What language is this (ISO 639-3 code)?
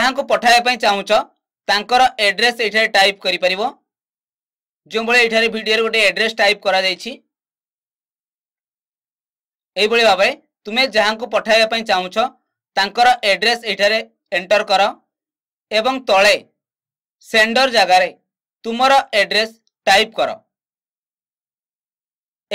ori